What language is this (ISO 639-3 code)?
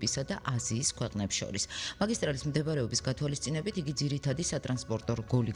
kat